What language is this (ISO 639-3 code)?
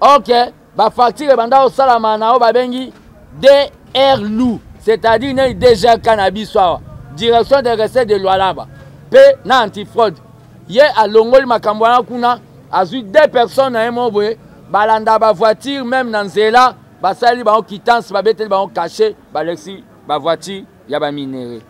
lin